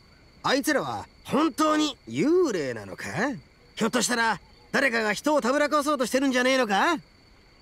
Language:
Japanese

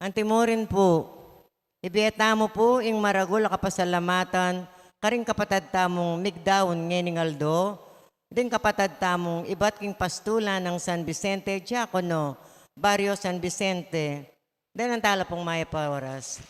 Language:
Pampanga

